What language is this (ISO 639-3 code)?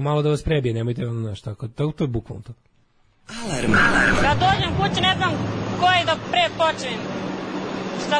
srp